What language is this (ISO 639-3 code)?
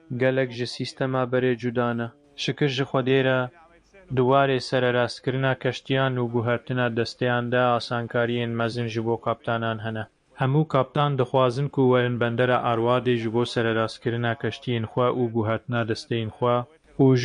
kur